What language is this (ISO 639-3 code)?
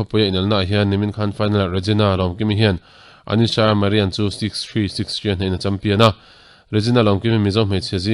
lus